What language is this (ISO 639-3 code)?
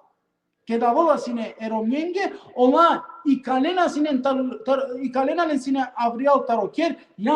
rmn